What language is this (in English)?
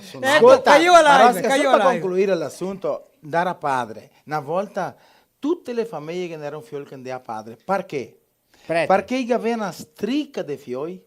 Venetian